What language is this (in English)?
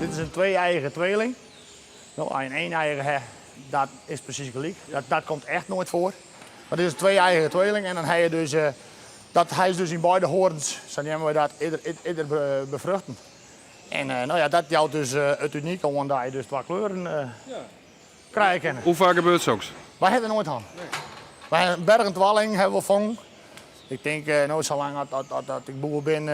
Western Frisian